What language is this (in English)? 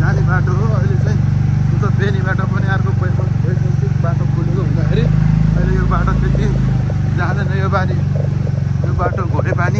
Nepali